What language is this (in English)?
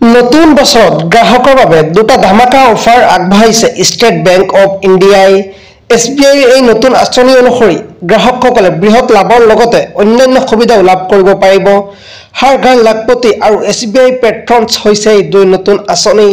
Assamese